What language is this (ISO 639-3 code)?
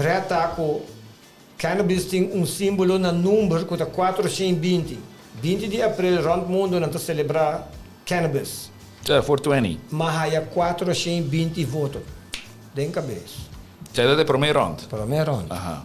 pap